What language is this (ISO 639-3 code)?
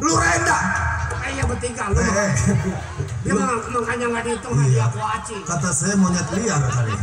bew